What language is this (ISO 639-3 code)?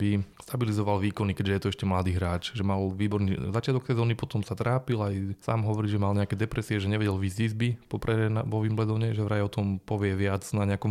slk